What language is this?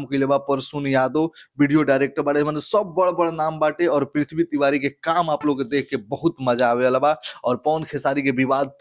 Bhojpuri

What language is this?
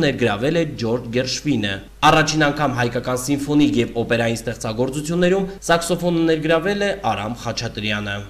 Armenian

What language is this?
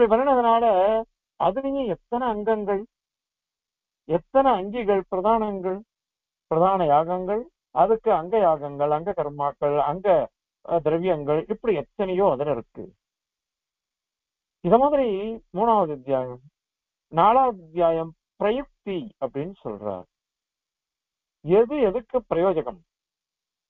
Tamil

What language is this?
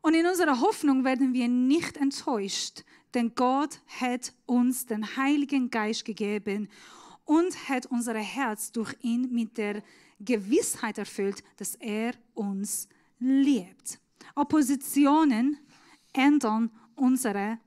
Swiss German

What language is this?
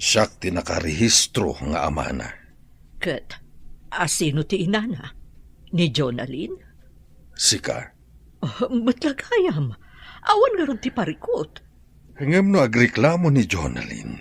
Iloko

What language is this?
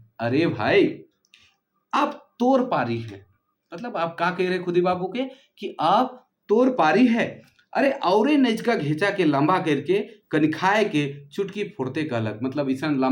Sadri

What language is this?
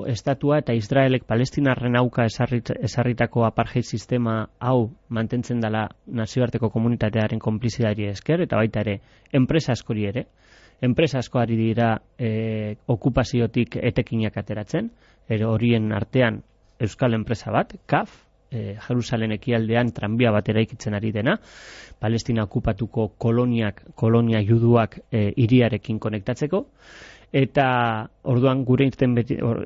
Basque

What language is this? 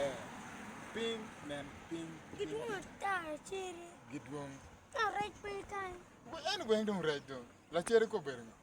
Acoli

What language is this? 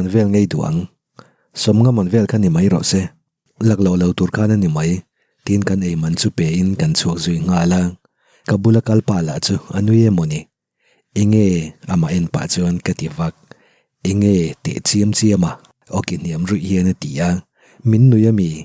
Mizo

